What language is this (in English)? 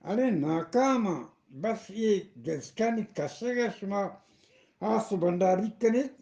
Eastern Balochi